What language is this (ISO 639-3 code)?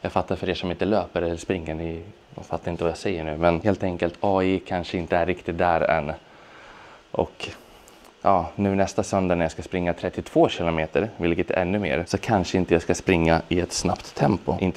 swe